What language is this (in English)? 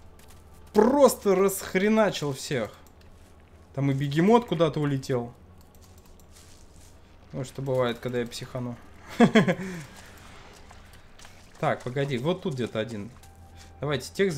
Russian